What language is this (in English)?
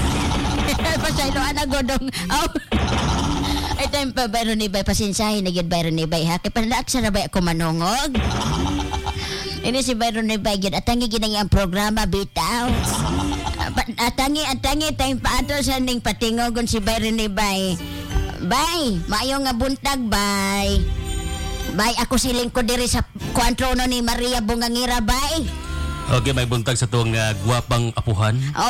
Cebuano